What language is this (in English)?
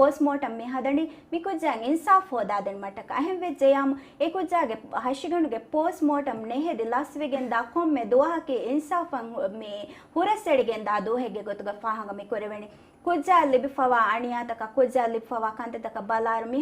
Divehi